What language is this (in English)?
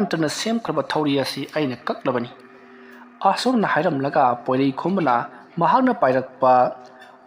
Manipuri